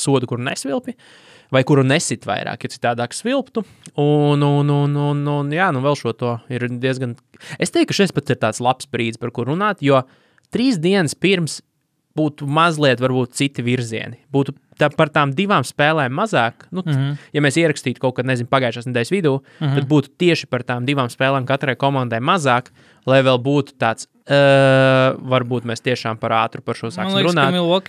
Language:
Latvian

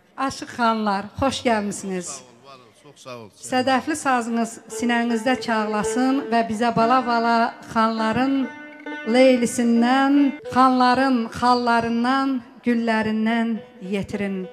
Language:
South Azerbaijani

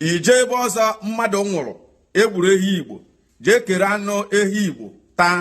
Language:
Igbo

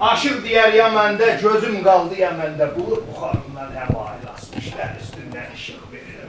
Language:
South Azerbaijani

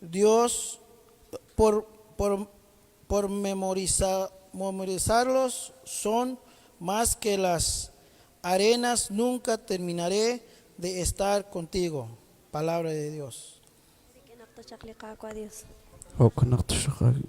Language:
Kekchí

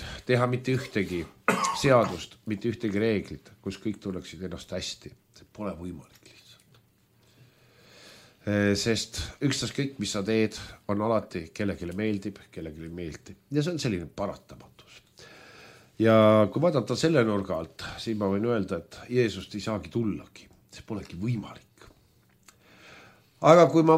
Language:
Estonian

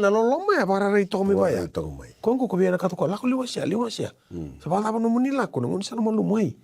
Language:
Fijian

